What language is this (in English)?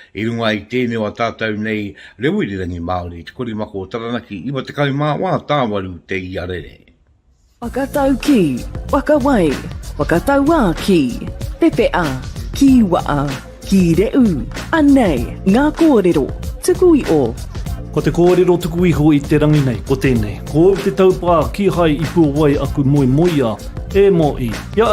Māori